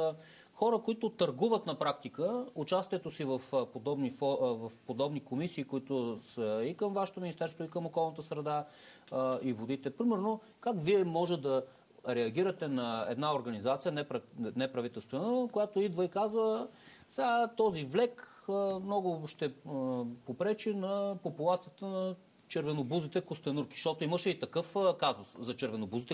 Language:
Bulgarian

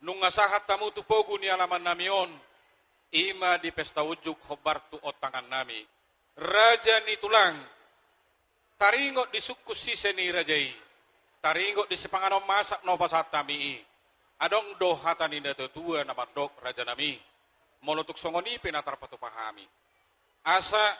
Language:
Batak Toba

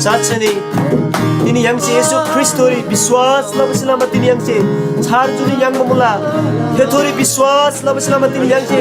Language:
Eastern Tamang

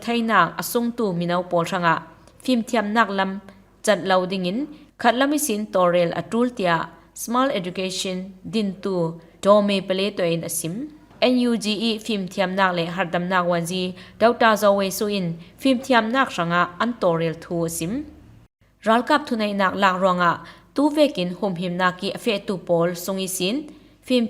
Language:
Falam Chin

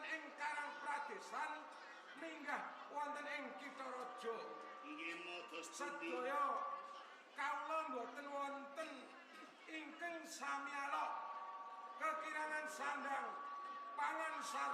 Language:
Javanese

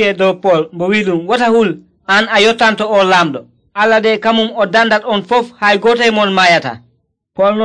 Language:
Nigerian Fulfulde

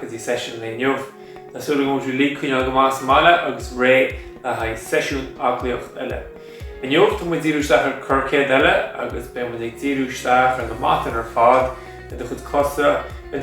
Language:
Irish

